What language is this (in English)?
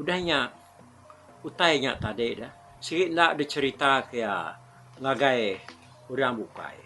Iban